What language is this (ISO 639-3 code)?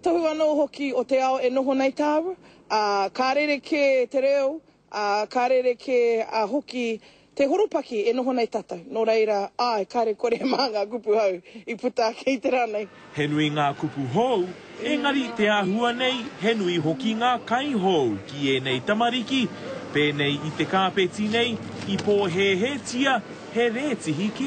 mri